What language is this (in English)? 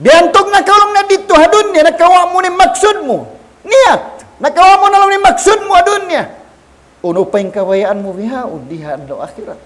Tausug